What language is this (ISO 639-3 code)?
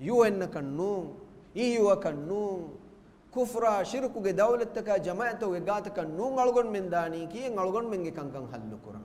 div